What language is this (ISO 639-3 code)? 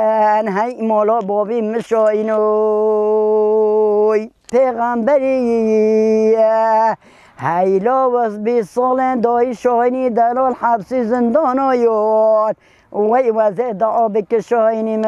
kur